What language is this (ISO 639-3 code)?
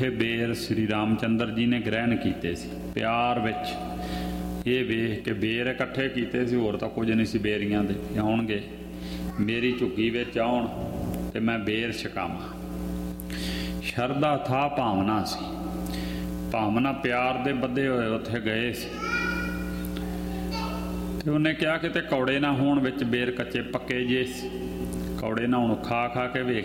pan